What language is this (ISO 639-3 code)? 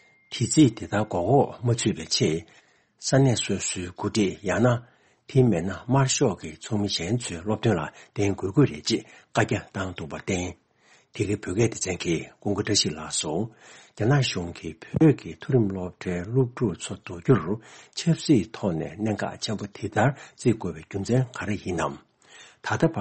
bod